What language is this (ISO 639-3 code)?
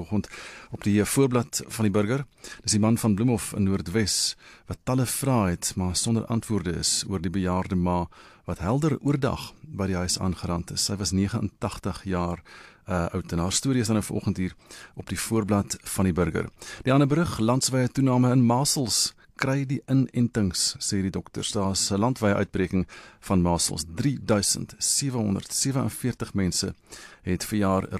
afr